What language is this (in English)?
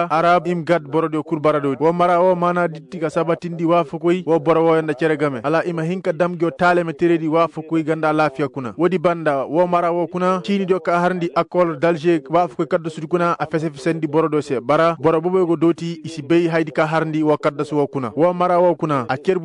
Koyraboro Senni